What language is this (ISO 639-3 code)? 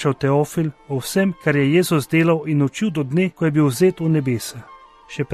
slv